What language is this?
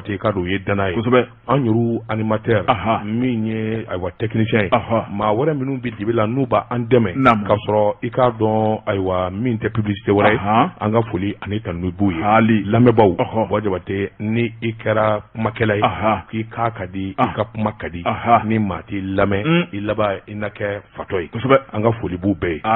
Bambara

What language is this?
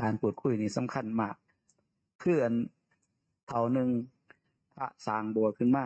Northeastern Thai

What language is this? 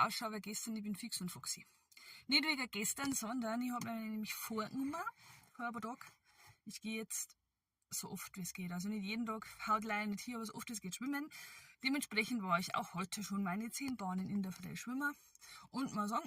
Bavarian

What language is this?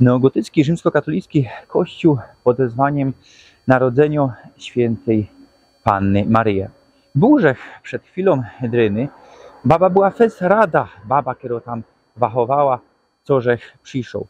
Silesian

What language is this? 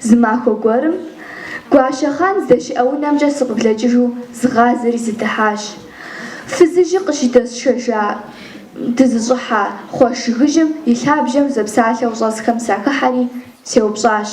Kabardian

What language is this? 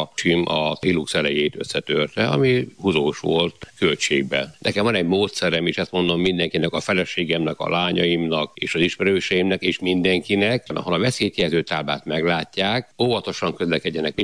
Hungarian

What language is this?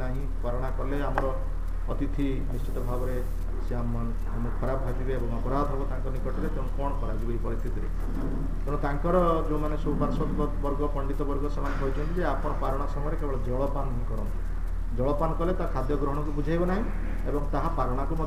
Odia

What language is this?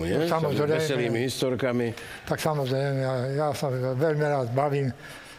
Slovak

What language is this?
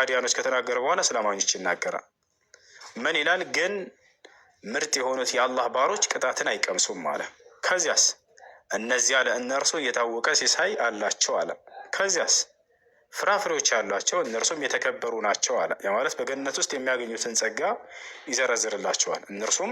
Amharic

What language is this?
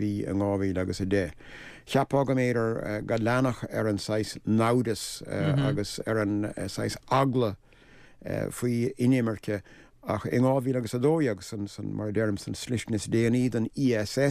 Irish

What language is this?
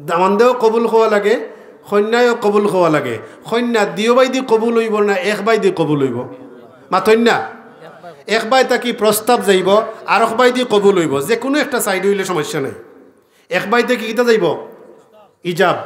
Sylheti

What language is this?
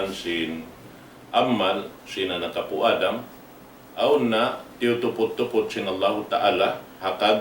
Tausug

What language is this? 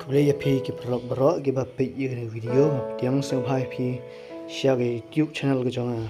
Khasi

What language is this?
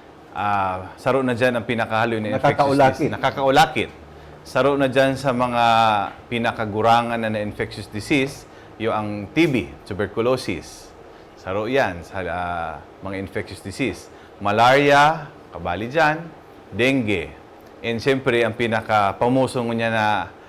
Bikol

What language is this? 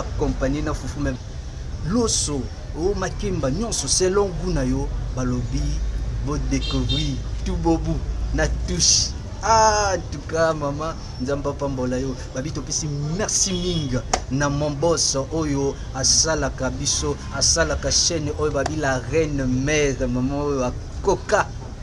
Lingala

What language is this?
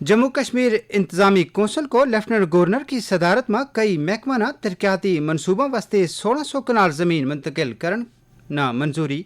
Gujari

